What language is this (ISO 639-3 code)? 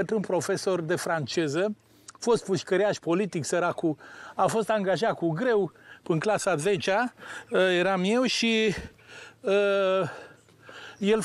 ron